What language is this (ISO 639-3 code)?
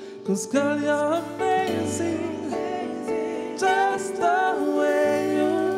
eng